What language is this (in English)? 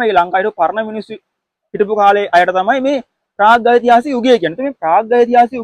Sinhala